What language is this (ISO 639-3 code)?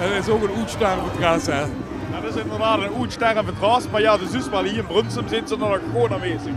lim